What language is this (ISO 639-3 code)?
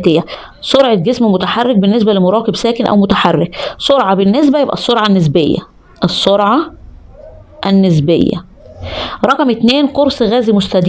arz